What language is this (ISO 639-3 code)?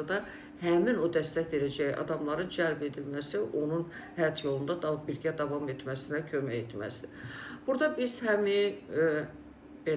aze